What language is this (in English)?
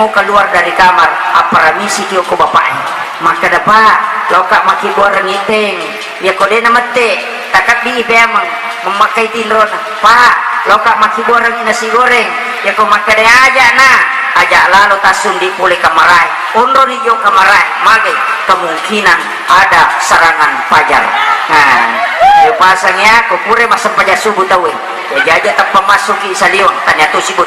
Buginese